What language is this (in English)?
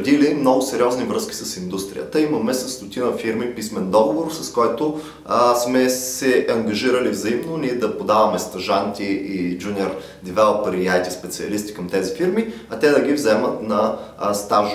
Bulgarian